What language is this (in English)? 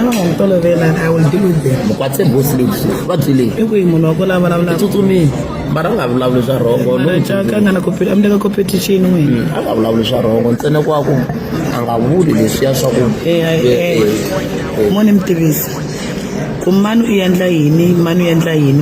Tsonga